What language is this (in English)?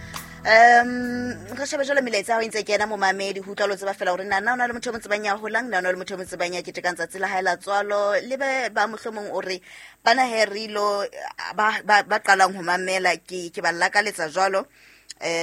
Southern Sotho